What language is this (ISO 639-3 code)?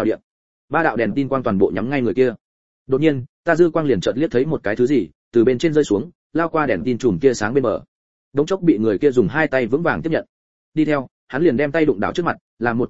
vie